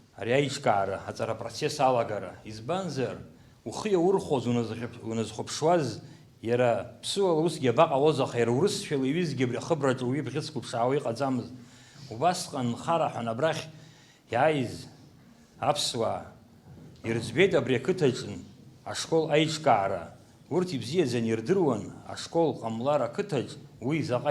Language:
Abkhazian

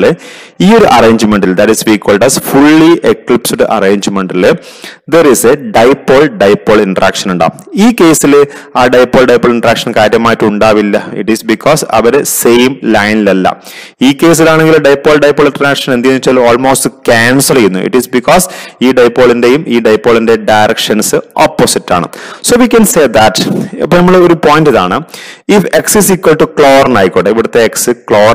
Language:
Malayalam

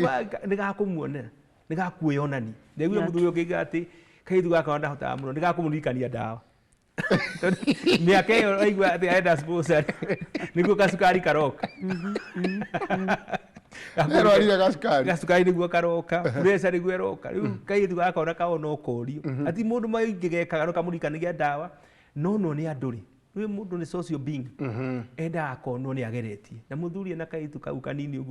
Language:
Kikuyu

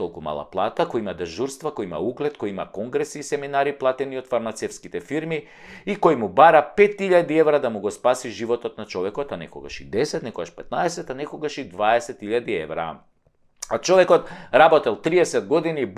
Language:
Macedonian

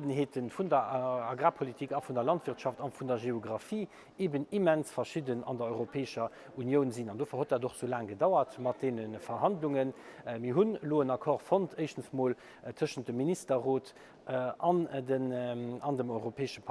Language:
Luxembourgish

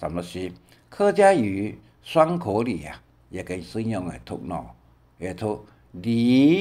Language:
Hakka Chinese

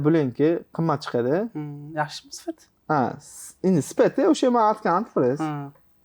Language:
Uzbek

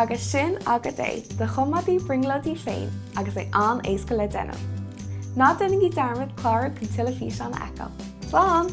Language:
Irish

